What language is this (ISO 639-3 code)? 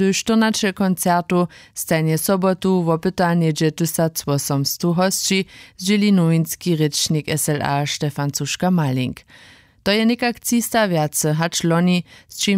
hsb